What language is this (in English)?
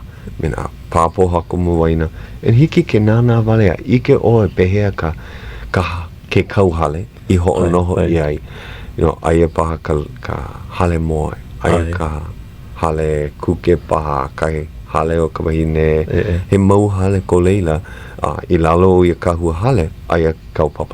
Hawaiian